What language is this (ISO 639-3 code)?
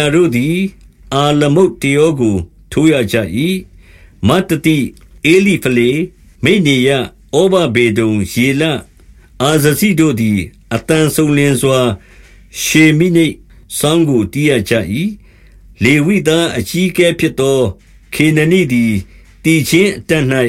mya